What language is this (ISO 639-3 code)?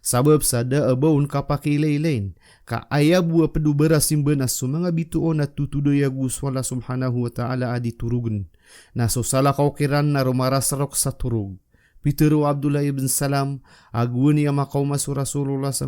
mrw